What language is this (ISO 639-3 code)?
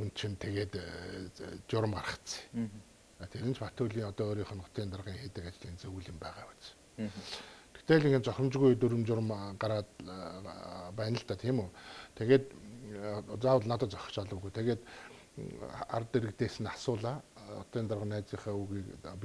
mon